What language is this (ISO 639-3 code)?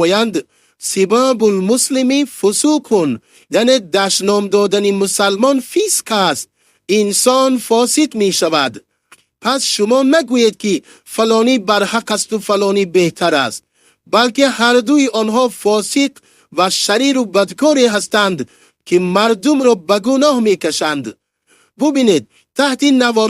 tgk